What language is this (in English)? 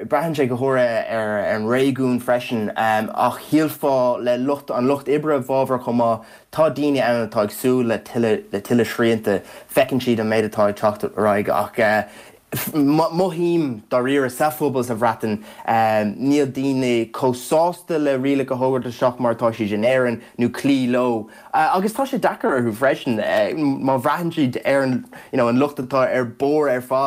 Irish